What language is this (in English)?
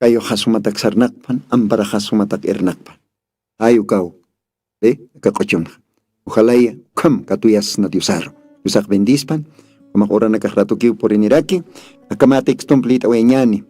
Aymara